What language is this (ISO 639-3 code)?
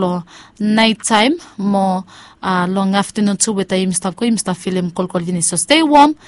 bis